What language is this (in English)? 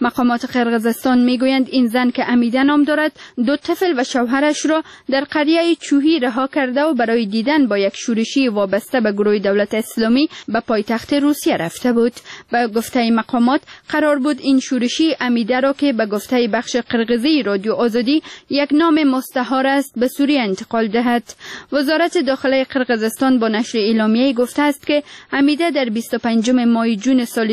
Persian